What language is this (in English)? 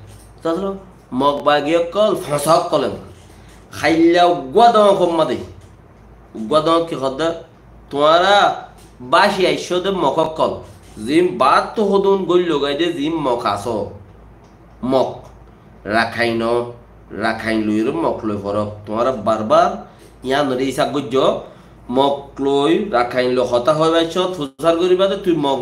Rohingya